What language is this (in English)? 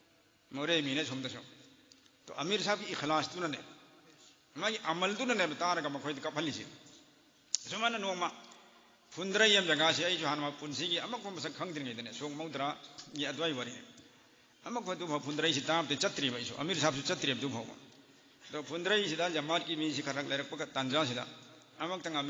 Manipuri